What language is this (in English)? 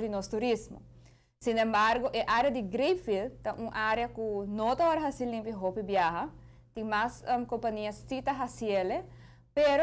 Papiamento